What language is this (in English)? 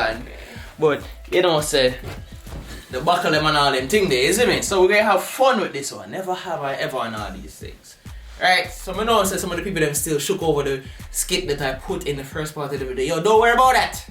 Jamaican Creole English